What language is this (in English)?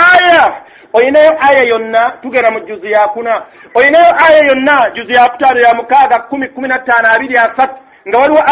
Ganda